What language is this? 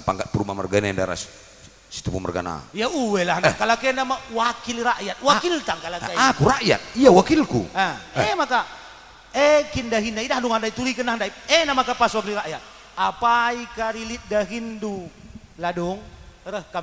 Batak Karo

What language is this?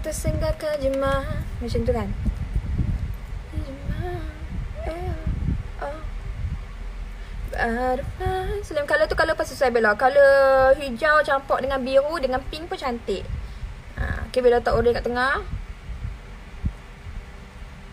Malay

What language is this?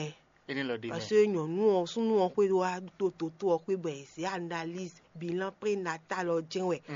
Fon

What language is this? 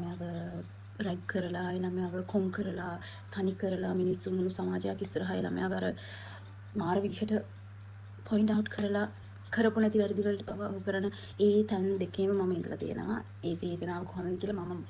Sinhala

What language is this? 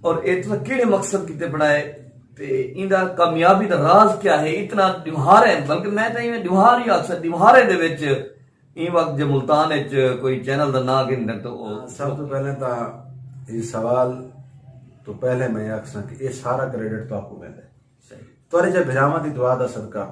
Saraiki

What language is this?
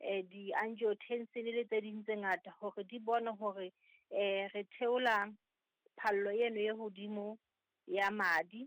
Southern Sotho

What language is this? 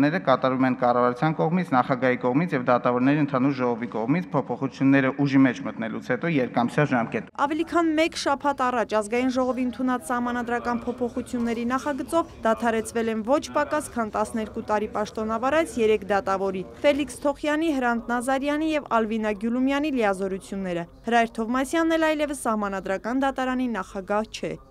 Armenian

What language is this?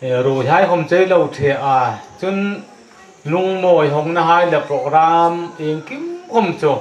Hmar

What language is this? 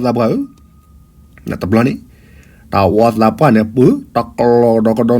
S'gaw Karen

